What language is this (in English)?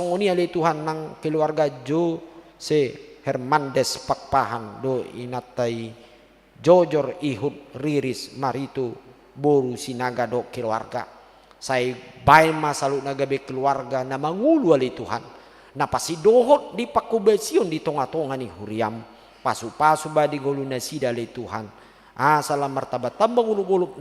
Batak Toba